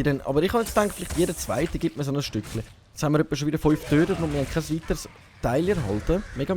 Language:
Swiss German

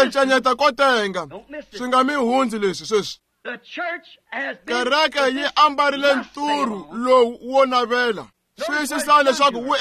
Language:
Tsonga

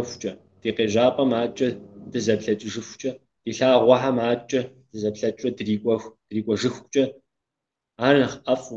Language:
Kabardian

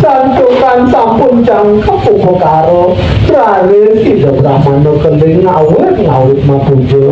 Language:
Balinese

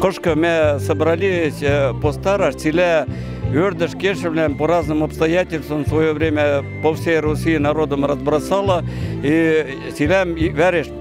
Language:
Western Mari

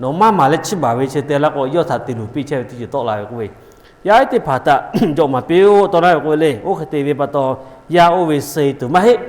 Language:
Lahu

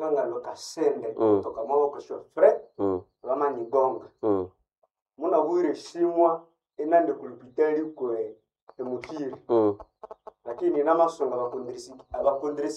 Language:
Nande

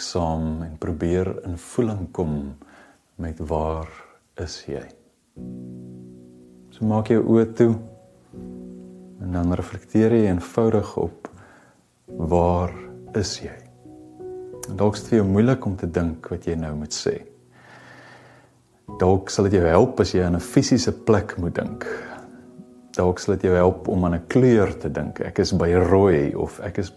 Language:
Afrikaans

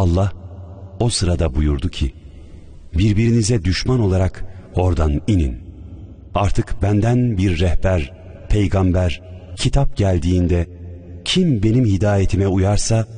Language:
Turkish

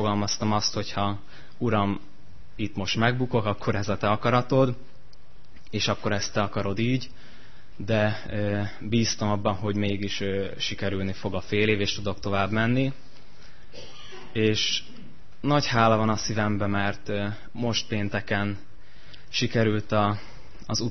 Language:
Hungarian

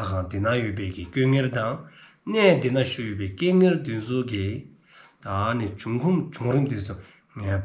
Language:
Dzongkha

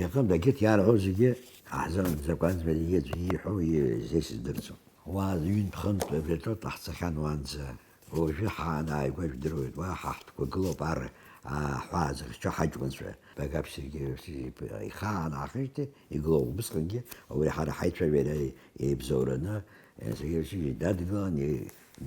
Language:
Abkhazian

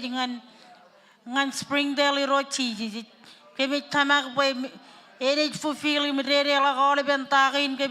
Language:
Marshallese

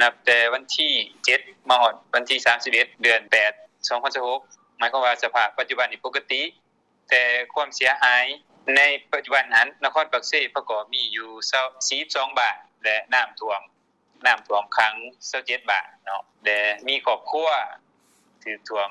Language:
Lao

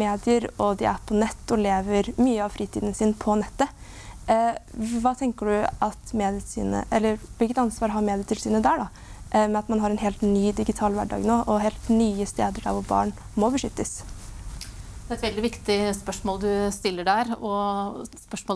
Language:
Norwegian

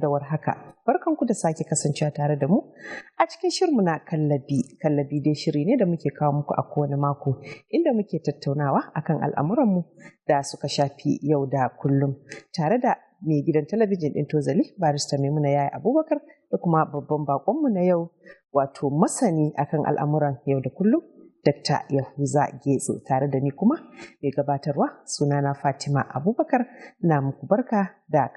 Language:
Hausa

